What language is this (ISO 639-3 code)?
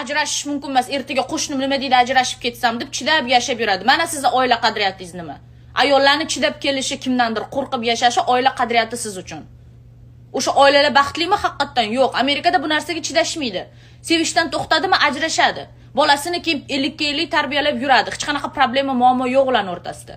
uzb